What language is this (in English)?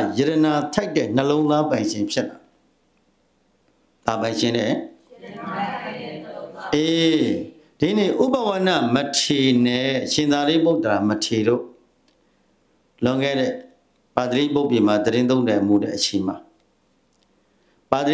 Burmese